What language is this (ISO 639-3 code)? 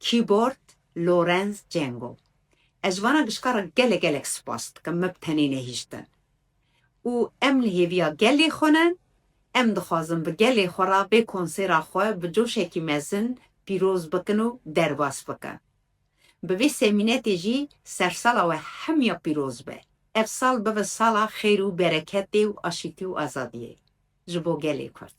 kur